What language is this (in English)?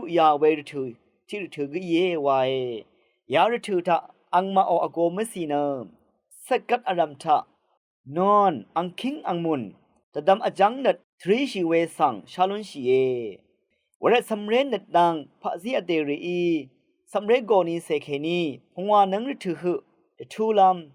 Rawang